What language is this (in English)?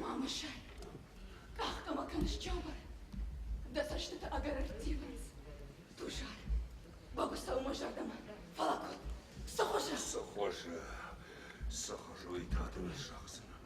Ossetic